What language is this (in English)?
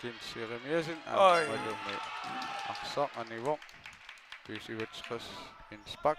Kalaallisut